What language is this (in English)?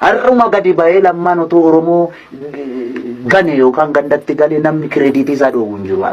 Oromo